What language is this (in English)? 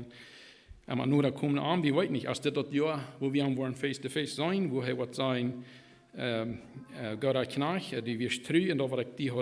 Plautdietsch